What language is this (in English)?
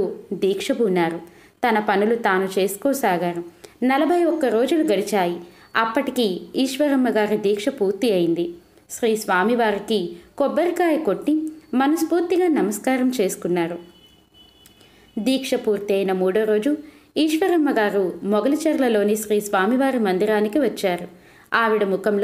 Telugu